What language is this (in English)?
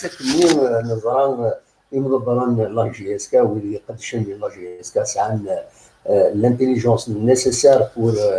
Kabyle